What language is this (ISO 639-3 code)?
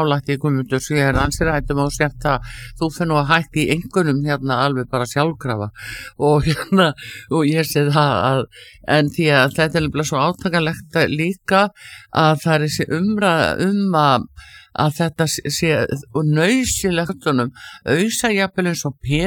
isl